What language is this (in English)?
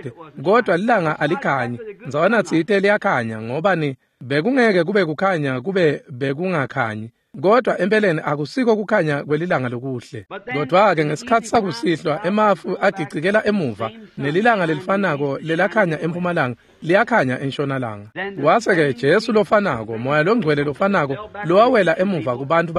Swati